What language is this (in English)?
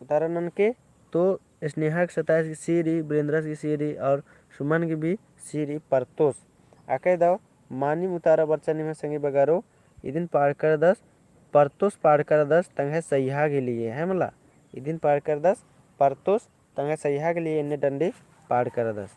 Kurukh